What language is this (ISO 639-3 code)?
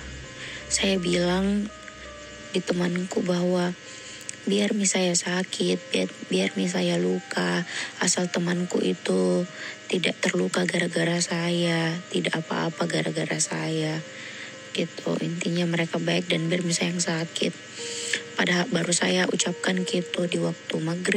mfp